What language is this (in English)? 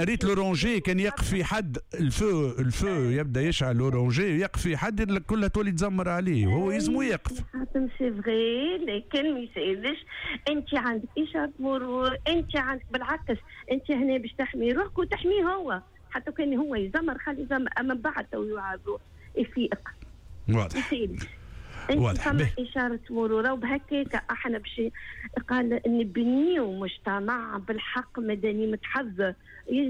Tunisian Arabic